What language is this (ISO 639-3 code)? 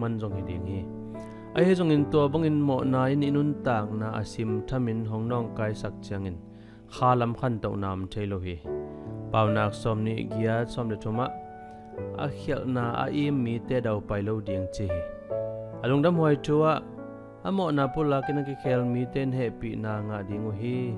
ctd